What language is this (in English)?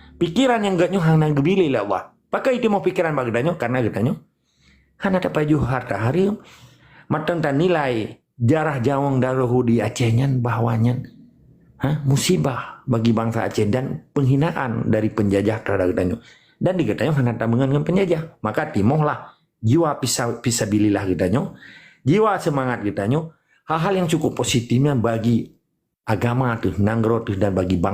Achinese